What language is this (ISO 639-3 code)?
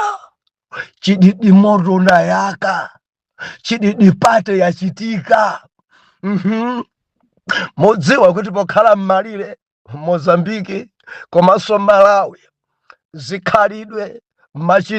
nya